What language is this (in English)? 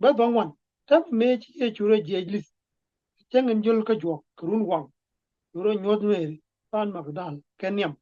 Nuer